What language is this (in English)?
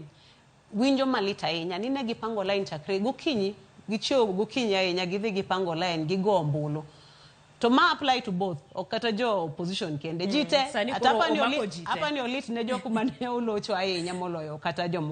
Luo (Kenya and Tanzania)